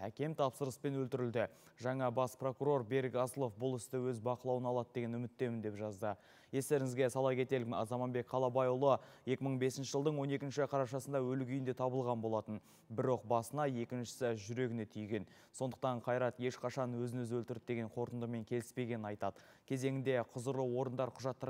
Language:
Kazakh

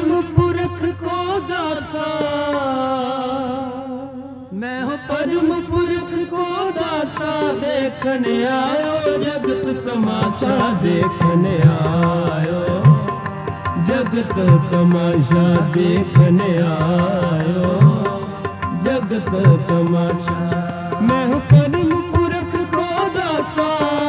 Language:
Hindi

